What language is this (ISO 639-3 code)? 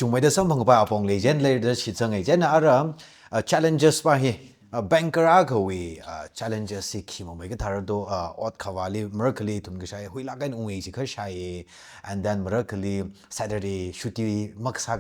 nmf